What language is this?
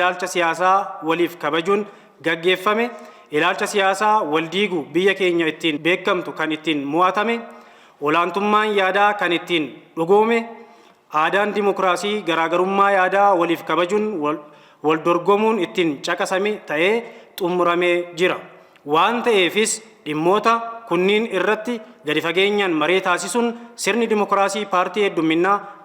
Oromo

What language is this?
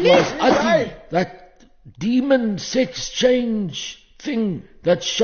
Afrikaans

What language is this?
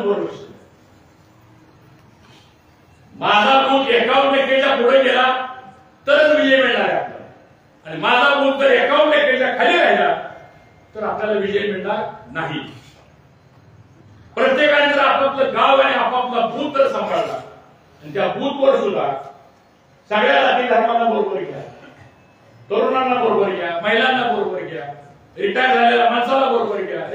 Marathi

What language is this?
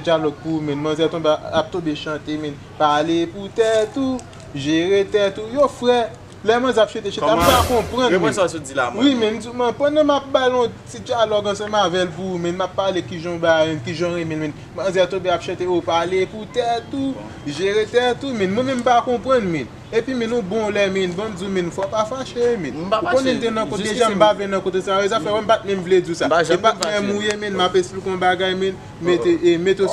Haitian Creole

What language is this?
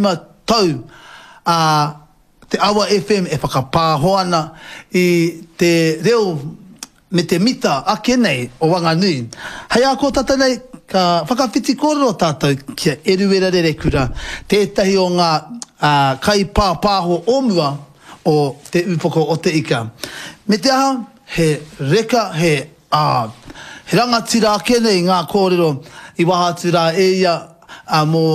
Māori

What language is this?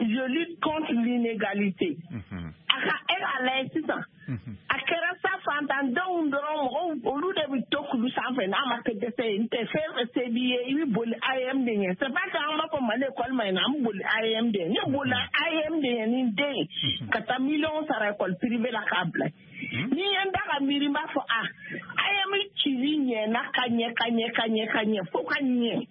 Bambara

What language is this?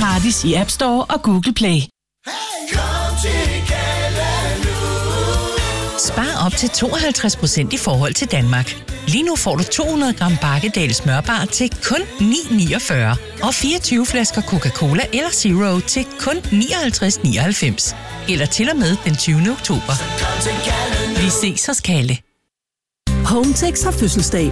Danish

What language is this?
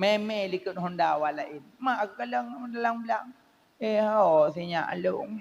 Achinese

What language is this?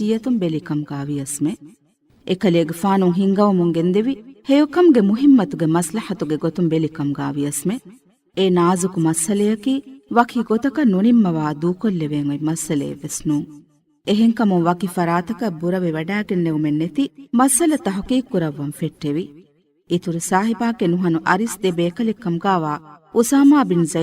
Divehi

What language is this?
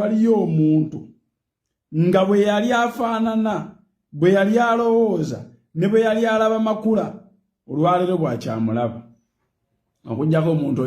Ganda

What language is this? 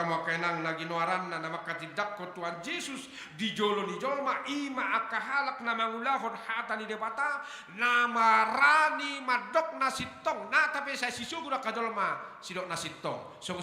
Batak Toba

